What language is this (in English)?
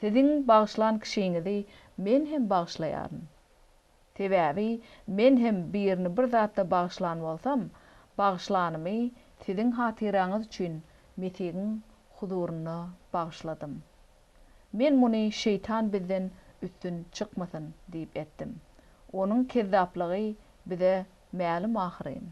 Turkmen